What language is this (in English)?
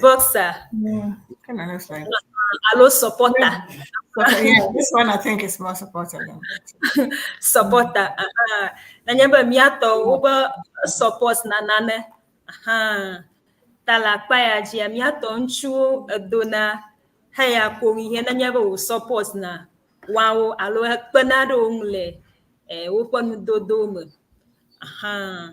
Ewe